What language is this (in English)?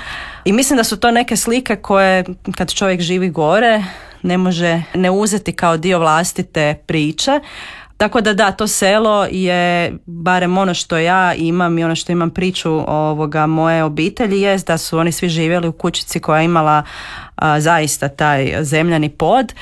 Croatian